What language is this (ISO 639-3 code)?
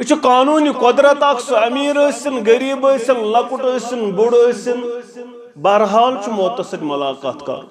kas